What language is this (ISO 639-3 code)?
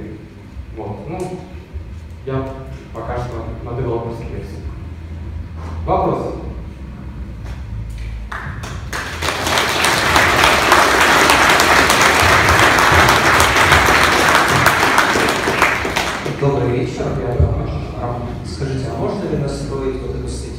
rus